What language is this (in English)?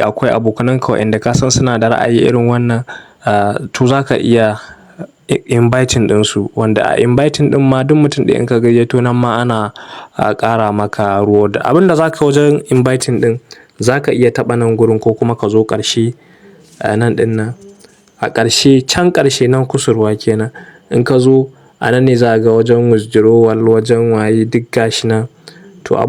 Hausa